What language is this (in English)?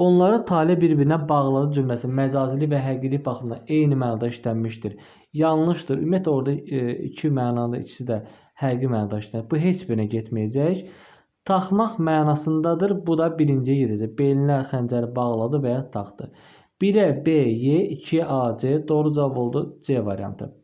Azerbaijani